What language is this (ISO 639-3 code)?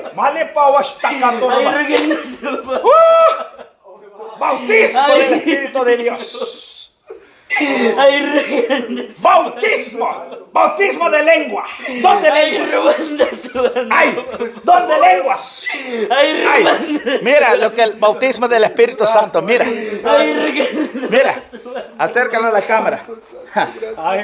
spa